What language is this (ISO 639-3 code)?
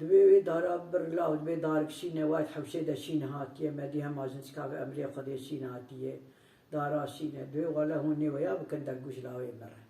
kur